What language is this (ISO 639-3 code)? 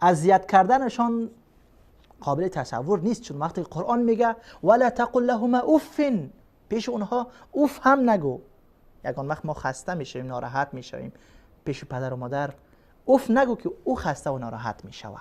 fas